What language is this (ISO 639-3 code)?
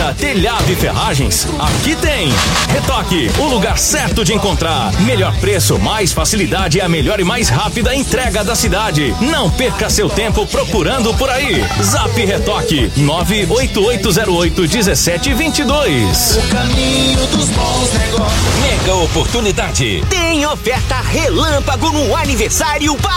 por